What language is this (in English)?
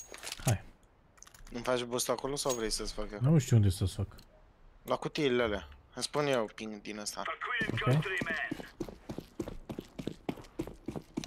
Romanian